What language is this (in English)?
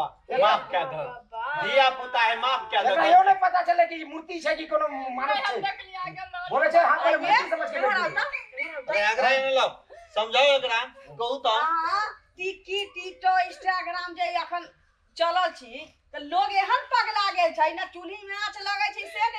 Maithili